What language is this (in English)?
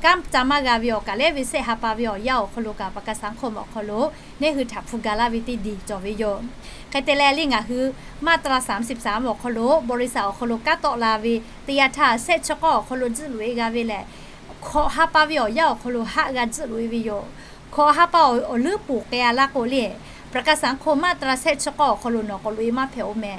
Lahu